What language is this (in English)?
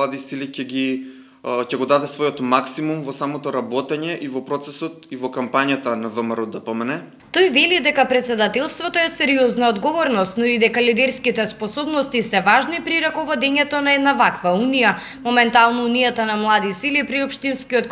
Macedonian